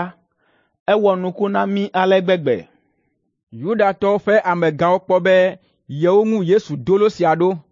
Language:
Ewe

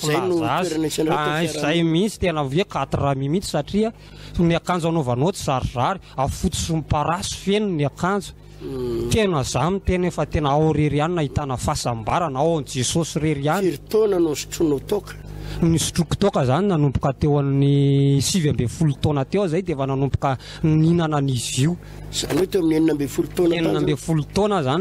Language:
Malagasy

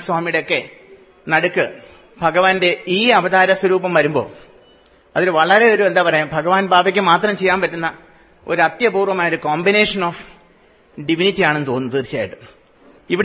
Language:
Malayalam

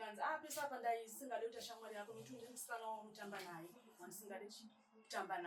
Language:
Shona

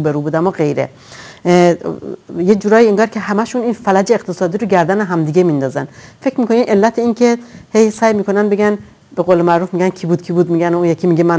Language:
Persian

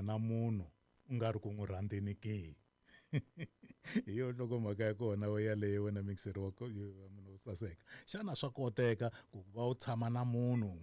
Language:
Tsonga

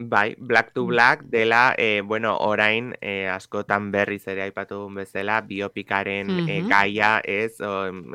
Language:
Basque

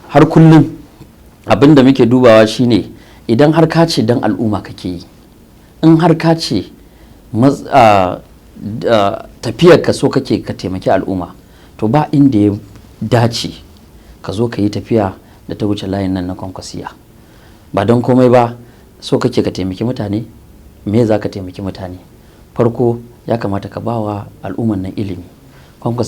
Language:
Hausa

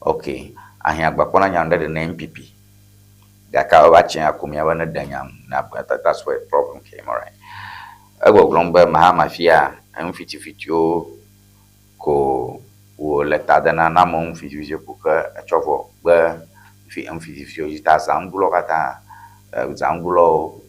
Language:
Ewe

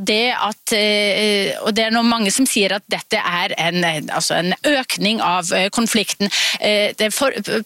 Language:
Norwegian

